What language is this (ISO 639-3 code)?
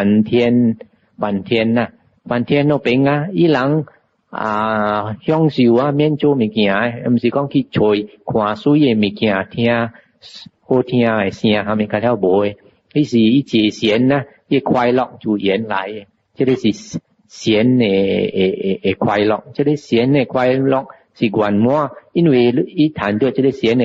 nan